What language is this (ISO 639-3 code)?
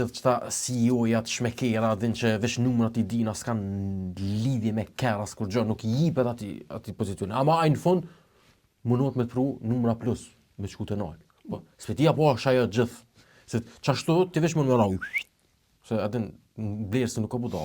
sqi